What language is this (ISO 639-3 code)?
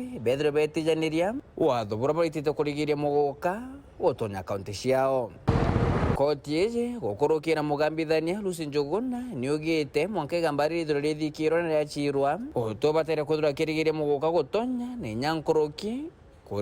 mer